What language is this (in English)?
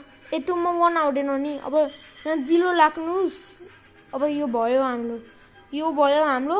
Nepali